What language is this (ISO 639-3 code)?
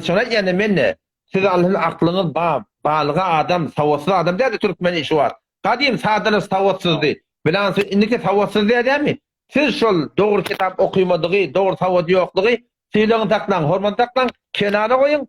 tuk